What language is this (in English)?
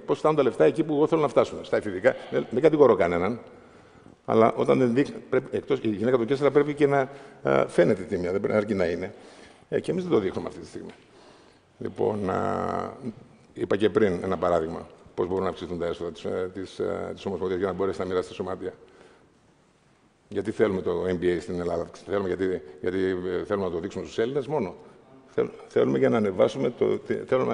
Greek